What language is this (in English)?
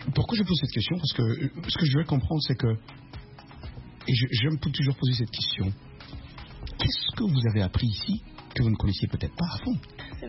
French